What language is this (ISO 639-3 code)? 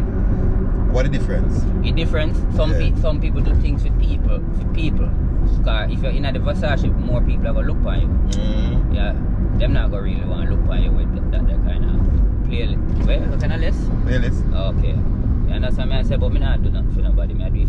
jam